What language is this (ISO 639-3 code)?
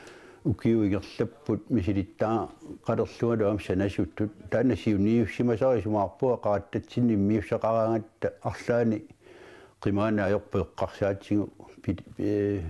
kal